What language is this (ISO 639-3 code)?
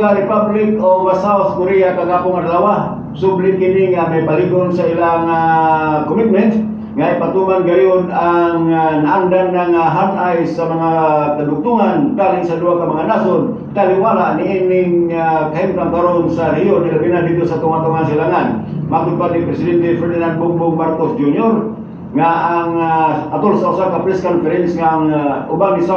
ceb